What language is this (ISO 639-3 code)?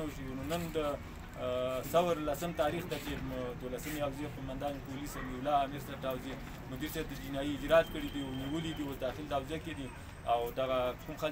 pus